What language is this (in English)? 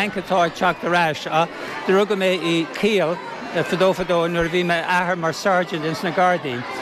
Irish